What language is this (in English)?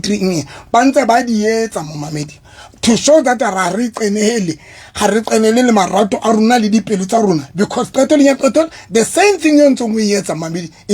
Southern Sotho